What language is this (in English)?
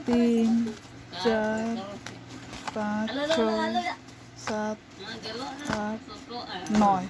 Santali